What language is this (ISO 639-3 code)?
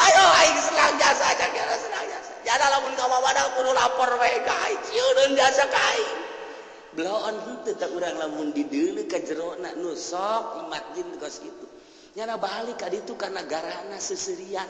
sun